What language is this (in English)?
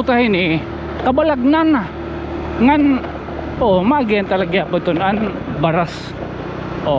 Waray